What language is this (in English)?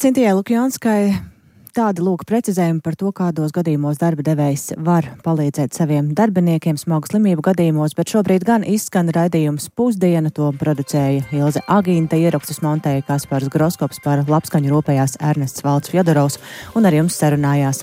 Latvian